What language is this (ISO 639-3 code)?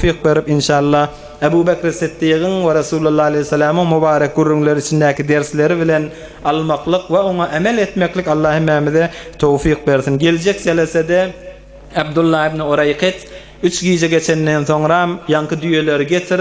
tuk